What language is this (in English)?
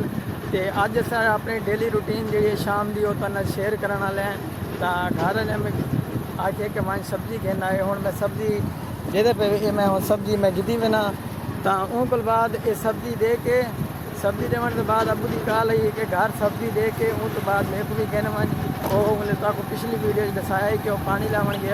Saraiki